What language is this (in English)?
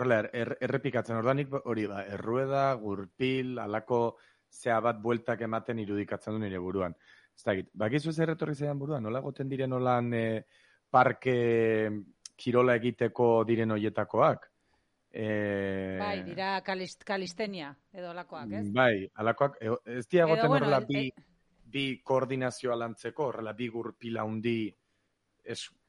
Basque